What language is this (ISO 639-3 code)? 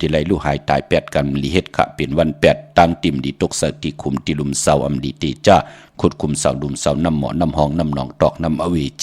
shn